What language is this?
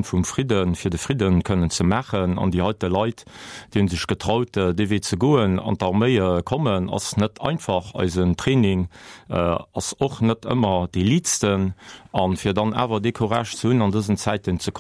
Luxembourgish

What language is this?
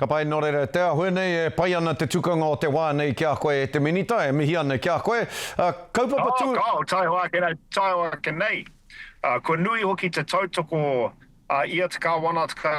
Māori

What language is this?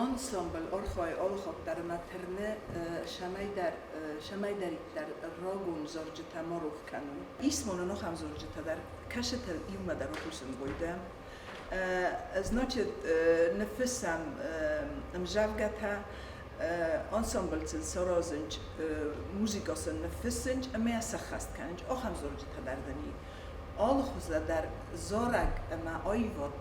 Ossetic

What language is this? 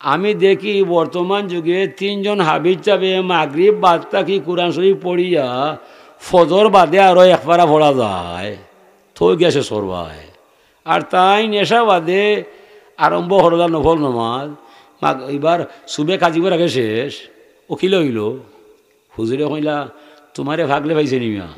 Sylheti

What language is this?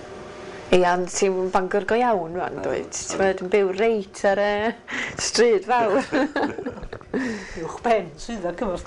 Welsh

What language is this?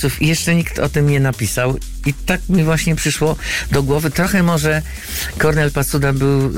Polish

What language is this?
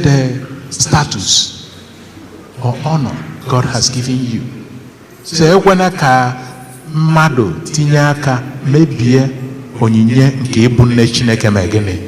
Igbo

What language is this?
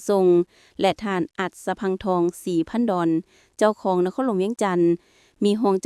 Lao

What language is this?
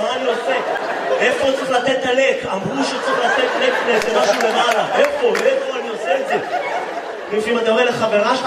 Hebrew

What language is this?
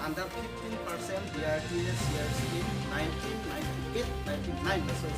Karbi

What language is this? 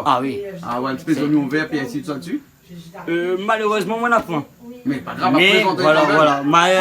Réunion Creole French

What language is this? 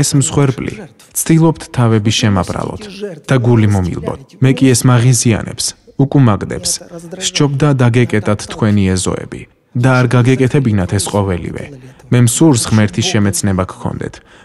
Georgian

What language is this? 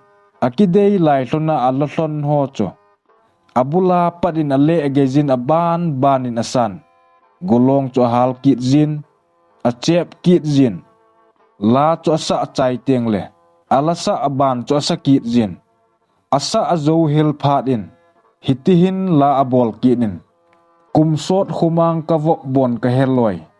Thado Chin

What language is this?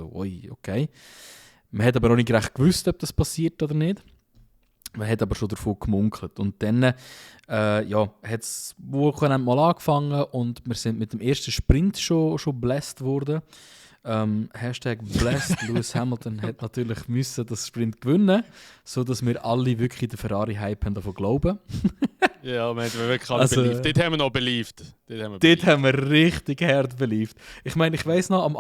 Swiss German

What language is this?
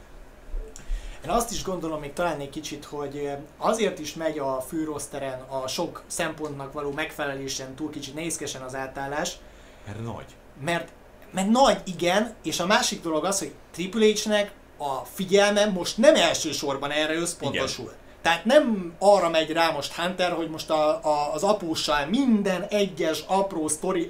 Hungarian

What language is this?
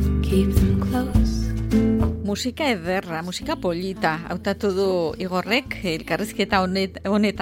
Basque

